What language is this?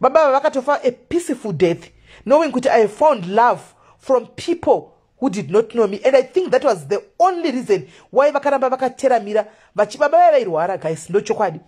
Shona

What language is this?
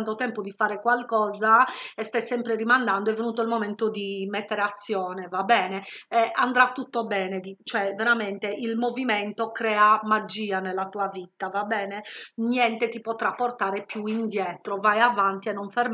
Italian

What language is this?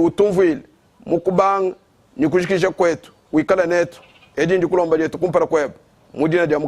Luba-Lulua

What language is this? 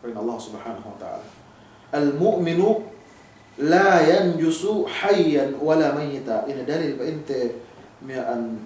Yakan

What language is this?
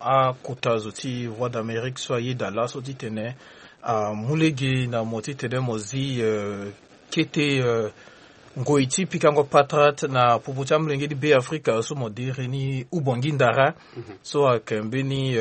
Sango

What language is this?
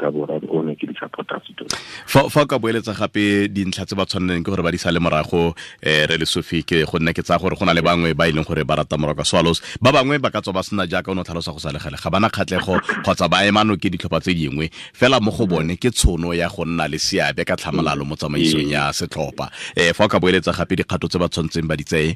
Tswana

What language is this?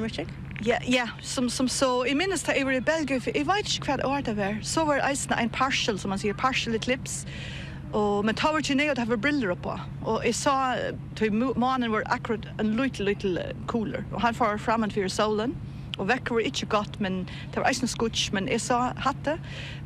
Faroese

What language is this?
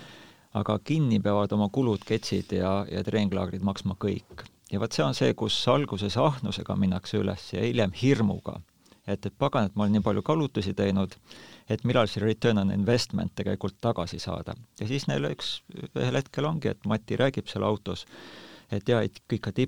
Estonian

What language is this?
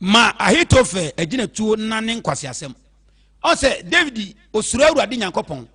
Akan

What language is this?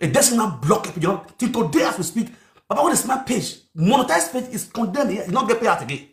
Nigerian Pidgin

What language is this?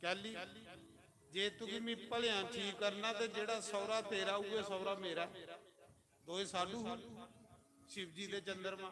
Dogri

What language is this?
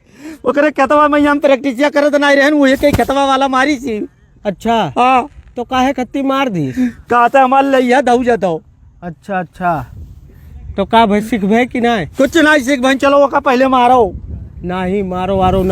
Awadhi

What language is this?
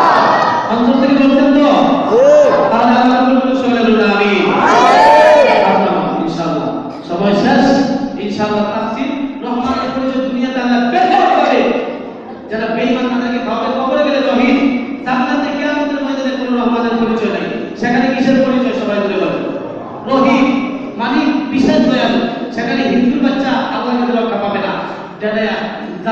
Bangla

